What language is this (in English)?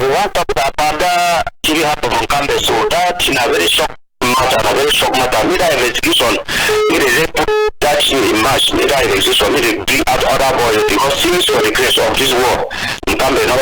Cameroon Pidgin